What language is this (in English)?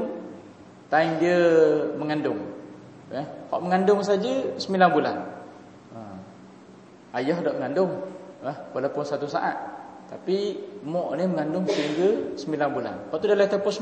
Malay